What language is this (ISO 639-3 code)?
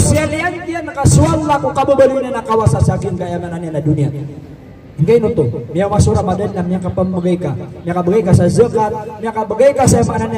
mrw